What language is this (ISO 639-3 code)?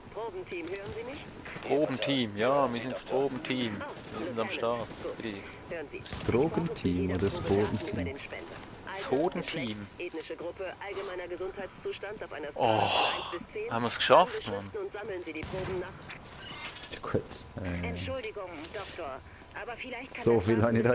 gsw